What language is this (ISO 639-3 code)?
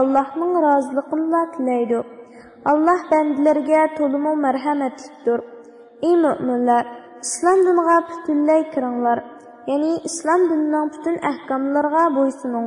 uig